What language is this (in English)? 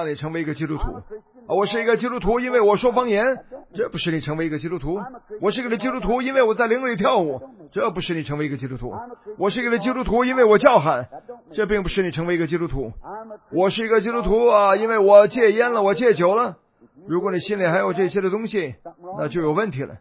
Chinese